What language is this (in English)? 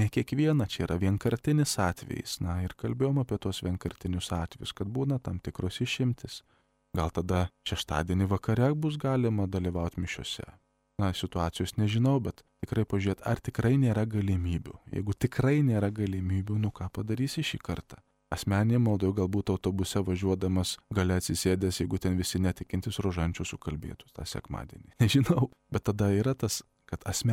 Lithuanian